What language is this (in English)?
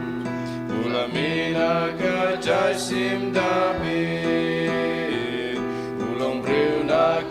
Khasi